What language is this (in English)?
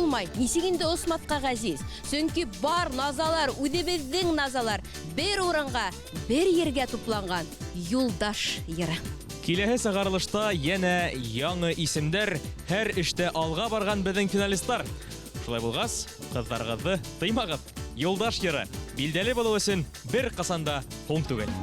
Bashkir